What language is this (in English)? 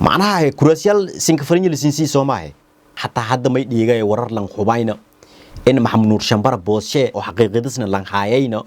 Somali